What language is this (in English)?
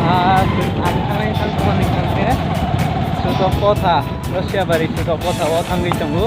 Kok Borok